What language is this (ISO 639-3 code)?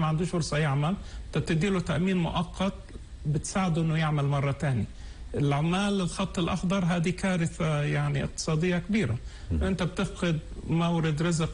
apc